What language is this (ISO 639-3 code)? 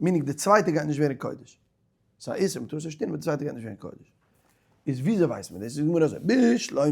yid